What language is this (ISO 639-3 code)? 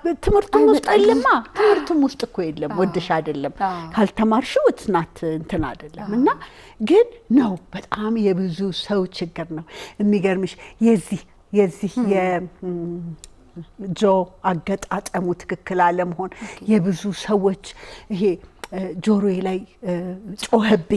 amh